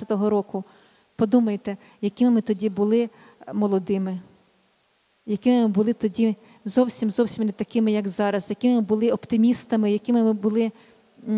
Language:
Ukrainian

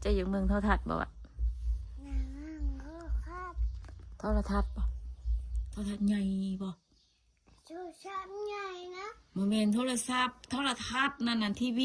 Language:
Northeastern Thai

